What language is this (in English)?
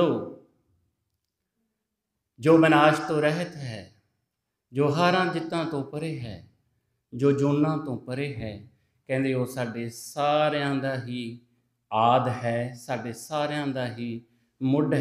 Punjabi